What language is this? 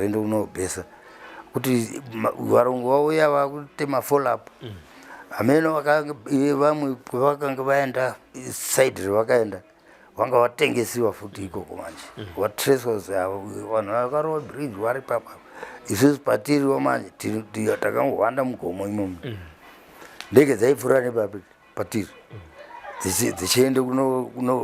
Shona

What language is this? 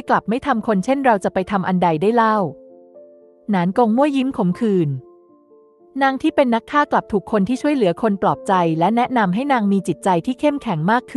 Thai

